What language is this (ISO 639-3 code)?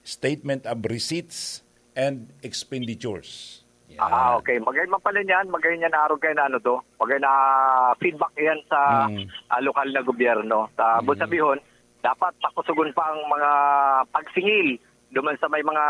bik